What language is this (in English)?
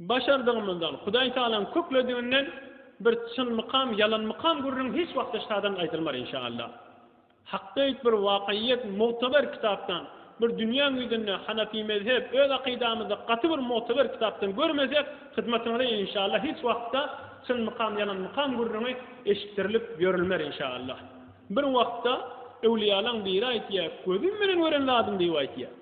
Turkmen